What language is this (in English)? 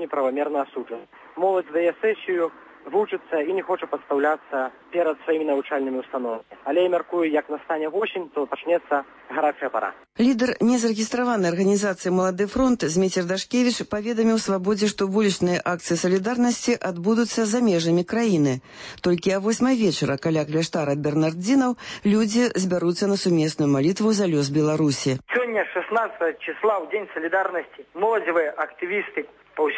Belarusian